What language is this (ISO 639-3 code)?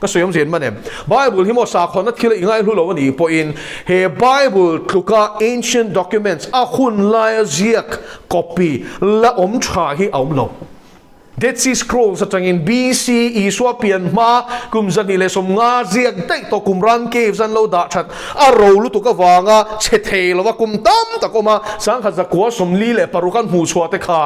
lus